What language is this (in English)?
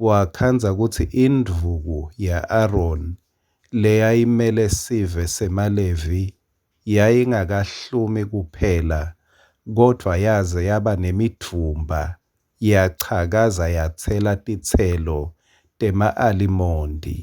Swati